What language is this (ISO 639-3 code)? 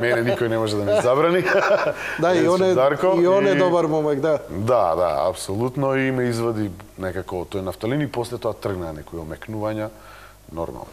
mkd